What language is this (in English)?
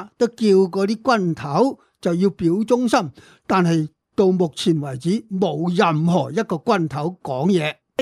Cantonese